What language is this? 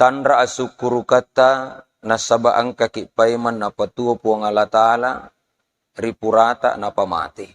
Buginese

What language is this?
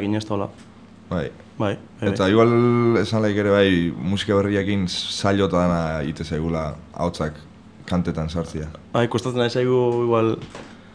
Basque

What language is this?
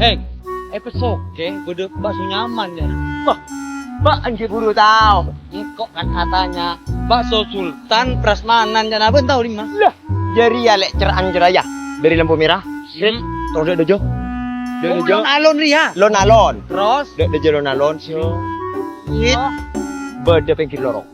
Madurese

